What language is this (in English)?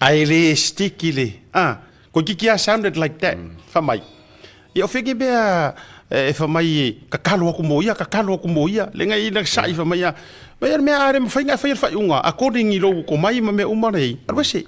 Samoan